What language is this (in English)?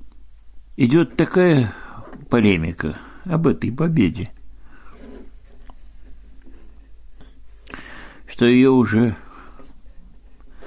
Russian